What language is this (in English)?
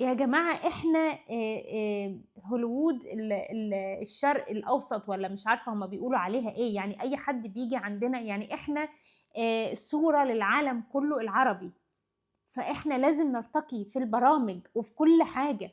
Egyptian Arabic